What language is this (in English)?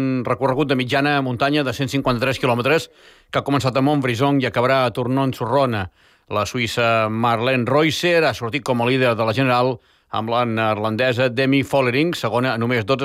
Catalan